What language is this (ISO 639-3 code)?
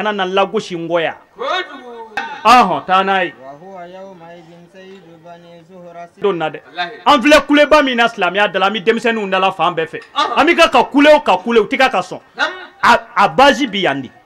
bam